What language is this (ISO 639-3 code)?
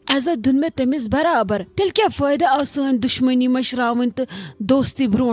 kas